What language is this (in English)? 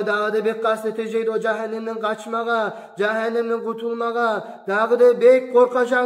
Kumyk